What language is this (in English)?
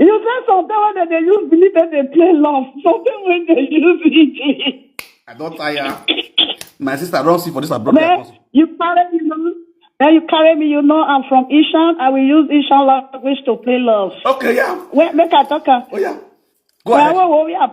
Nigerian Pidgin